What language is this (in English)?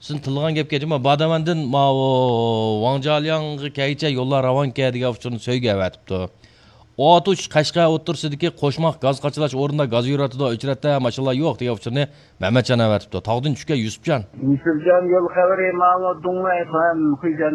Uyghur